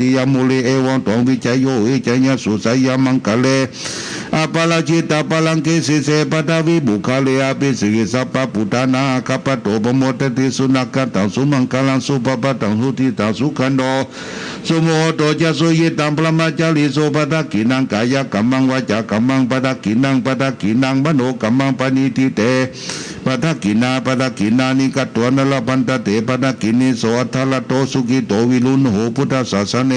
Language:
Pali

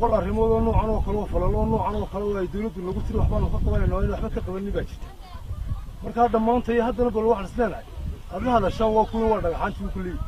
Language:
Somali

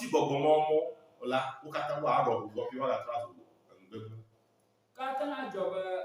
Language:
Ewe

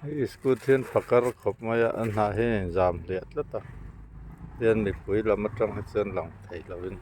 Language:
Mizo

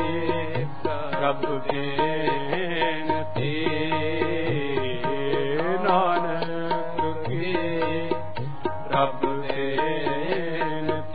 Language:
Punjabi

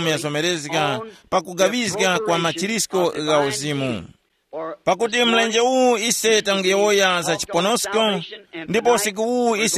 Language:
Tumbuka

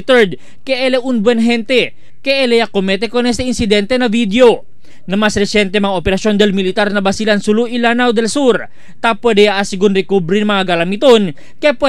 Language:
Chavacano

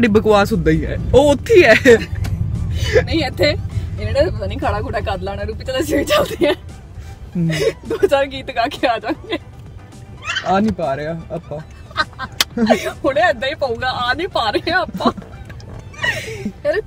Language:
Punjabi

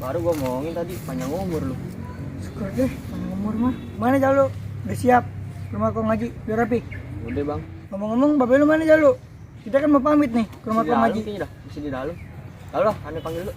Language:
Betawi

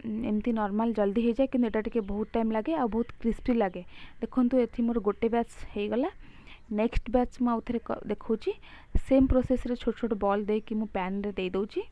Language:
Odia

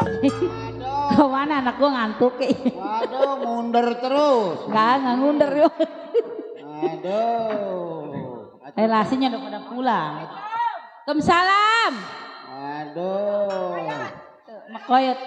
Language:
Betawi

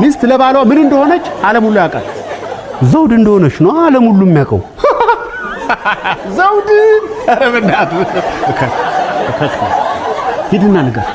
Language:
Amharic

